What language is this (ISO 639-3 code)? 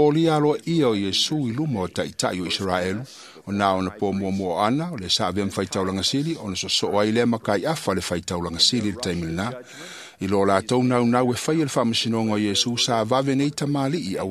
smo